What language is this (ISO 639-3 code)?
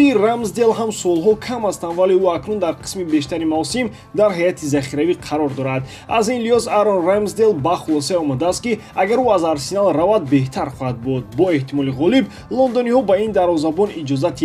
tgk